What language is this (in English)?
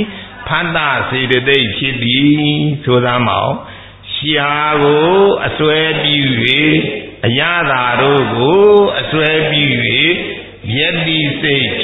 Burmese